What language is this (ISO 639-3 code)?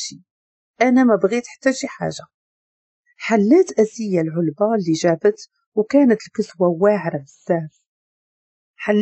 ary